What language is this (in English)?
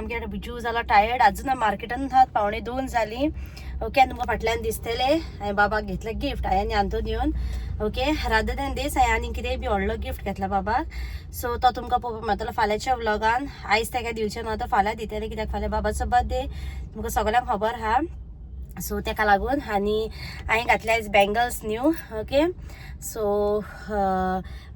Konkani